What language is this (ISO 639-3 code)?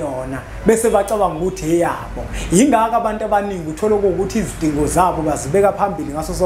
zul